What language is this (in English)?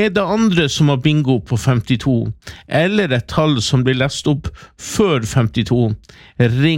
Norwegian